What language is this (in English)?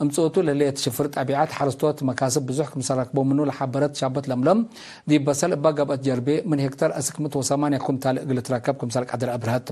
Tigre